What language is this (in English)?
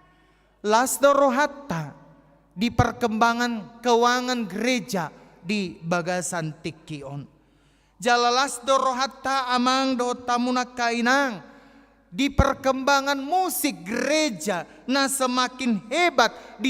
Batak Toba